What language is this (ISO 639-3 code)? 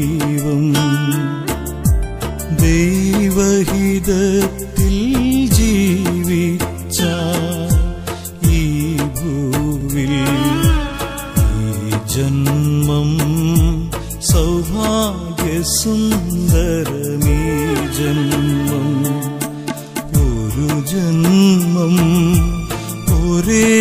mal